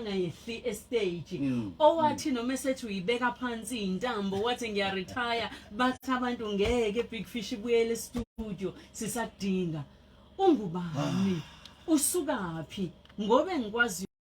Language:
Zulu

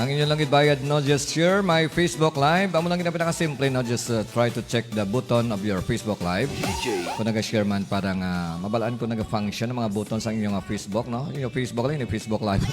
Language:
Hiligaynon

